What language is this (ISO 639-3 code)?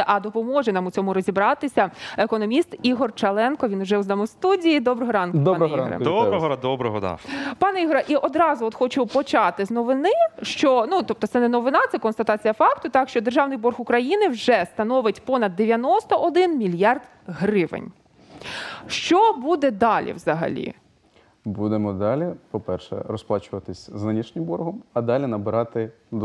ukr